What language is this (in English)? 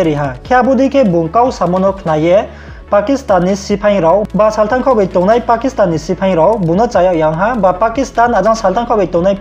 Riang (India)